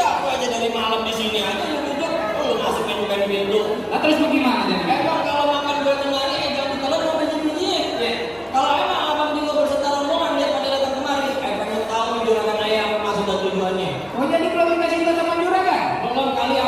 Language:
Betawi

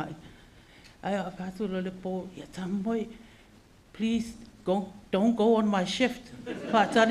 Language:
Samoan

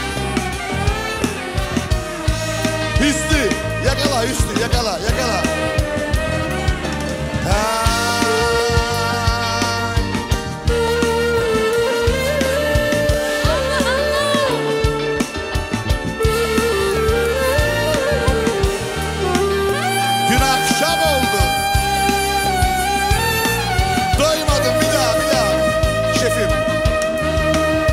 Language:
Turkish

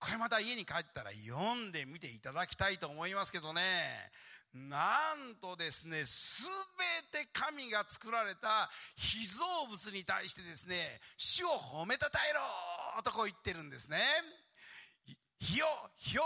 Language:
Japanese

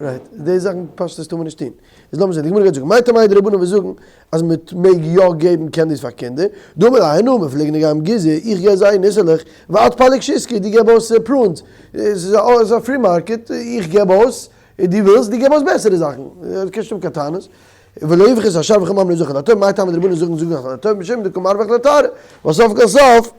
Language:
Yiddish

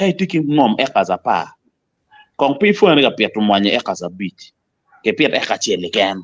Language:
Acoli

